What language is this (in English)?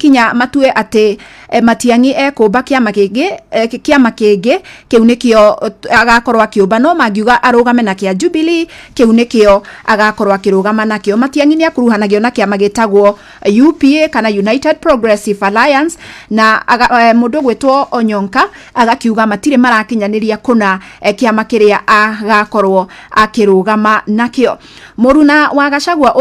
Kikuyu